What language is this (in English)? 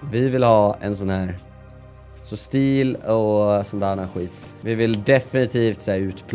Swedish